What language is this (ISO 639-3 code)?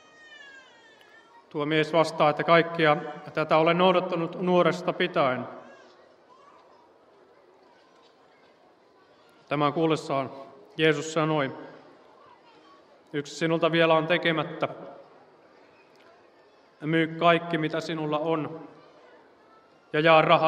fin